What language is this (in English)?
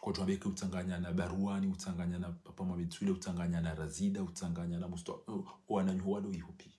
Ngazidja Comorian